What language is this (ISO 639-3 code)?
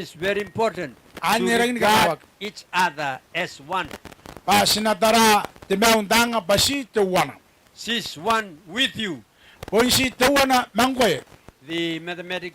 gil